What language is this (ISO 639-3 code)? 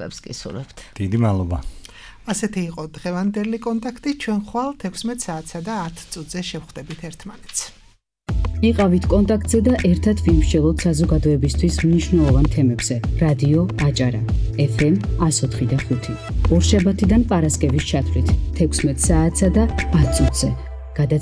kat